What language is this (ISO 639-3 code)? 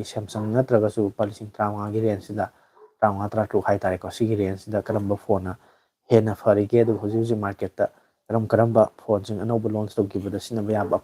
mni